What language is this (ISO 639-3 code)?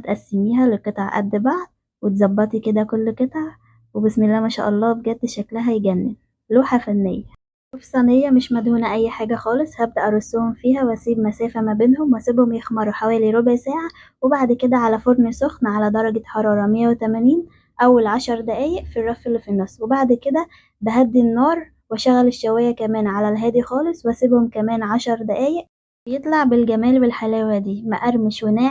arz